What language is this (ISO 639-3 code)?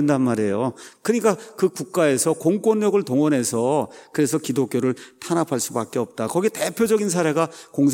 kor